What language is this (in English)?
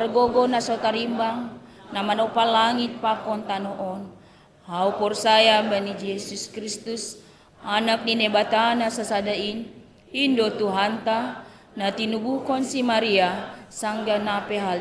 Batak Simalungun